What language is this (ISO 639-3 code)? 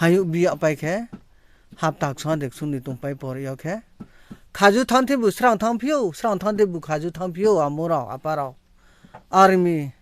ria